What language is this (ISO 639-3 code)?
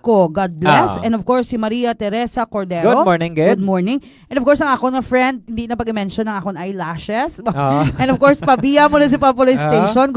hil